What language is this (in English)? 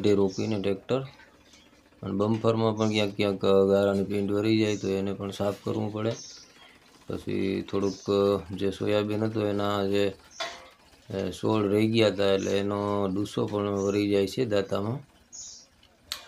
Gujarati